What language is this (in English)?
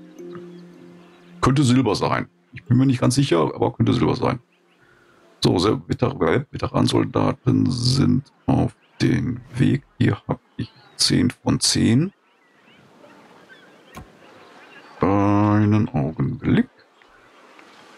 German